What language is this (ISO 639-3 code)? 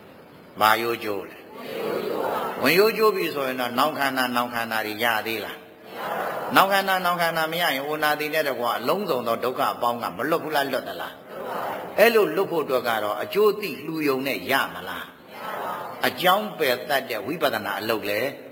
mya